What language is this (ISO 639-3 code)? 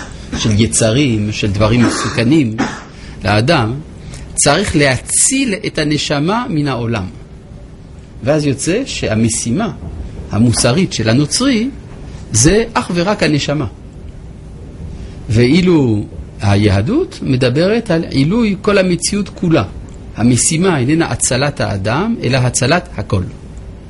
heb